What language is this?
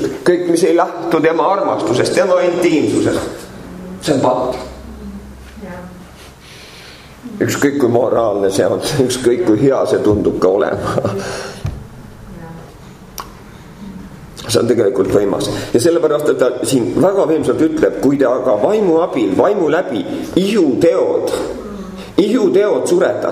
Estonian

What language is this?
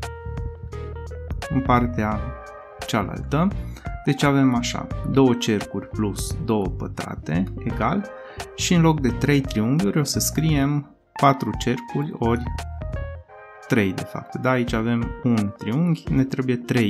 Romanian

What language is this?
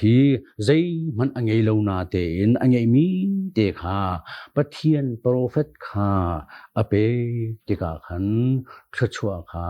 Hakha Chin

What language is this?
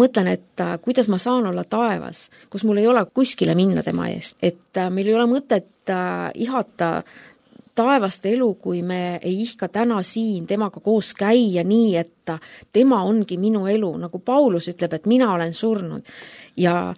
Estonian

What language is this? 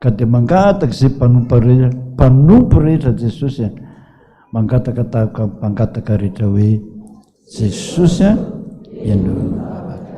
Malagasy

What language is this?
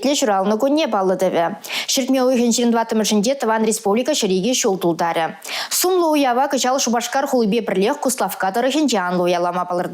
Chuvash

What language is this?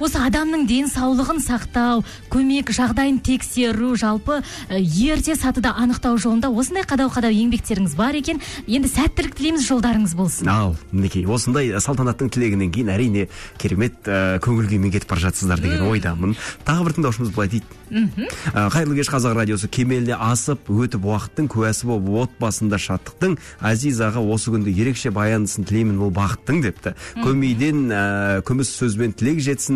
Kazakh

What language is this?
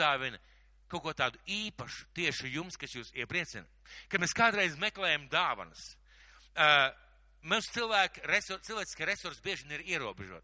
Latvian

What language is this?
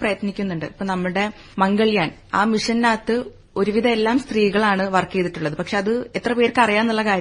Malayalam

